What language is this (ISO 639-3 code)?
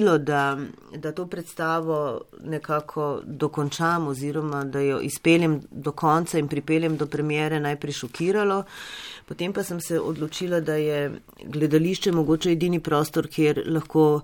slv